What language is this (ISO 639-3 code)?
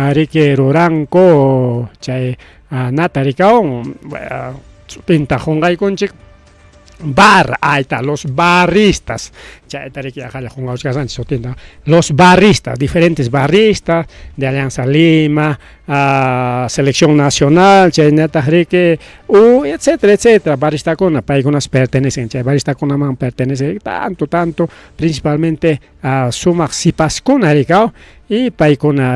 quy